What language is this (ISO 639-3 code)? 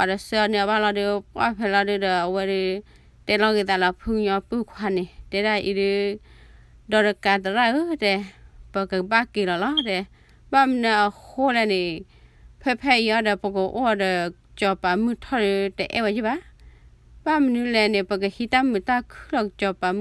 ksw